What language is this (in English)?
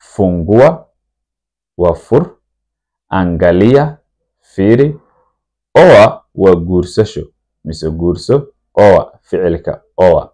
Somali